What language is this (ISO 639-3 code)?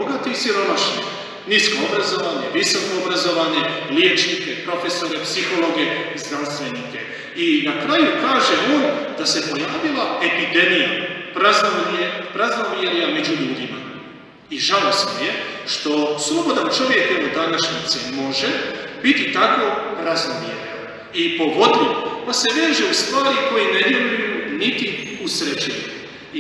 hrv